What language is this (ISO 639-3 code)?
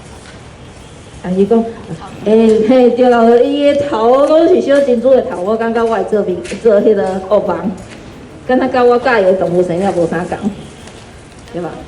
nan